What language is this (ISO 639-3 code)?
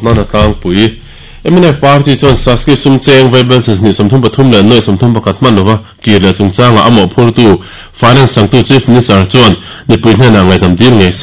lus